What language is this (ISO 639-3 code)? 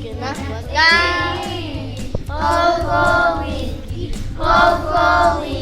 poh